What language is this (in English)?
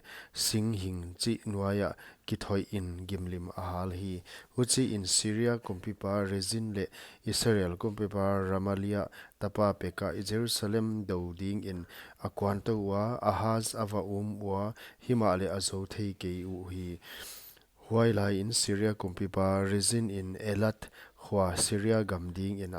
Paite Chin